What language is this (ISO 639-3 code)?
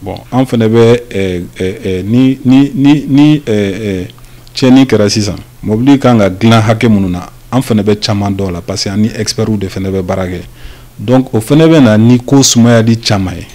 bam